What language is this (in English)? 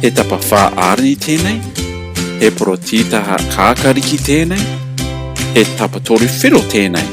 Māori